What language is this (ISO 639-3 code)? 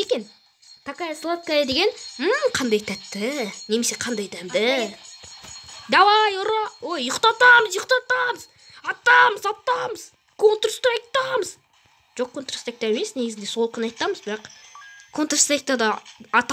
kaz